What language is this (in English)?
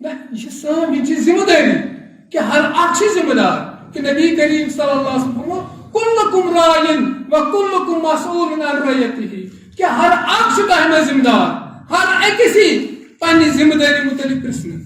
Kashmiri